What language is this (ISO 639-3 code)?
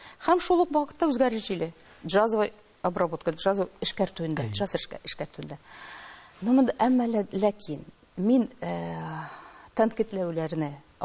tat